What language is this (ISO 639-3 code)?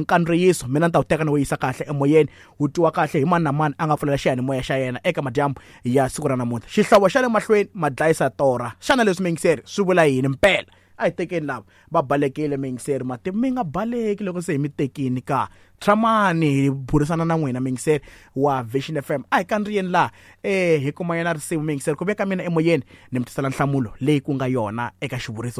tso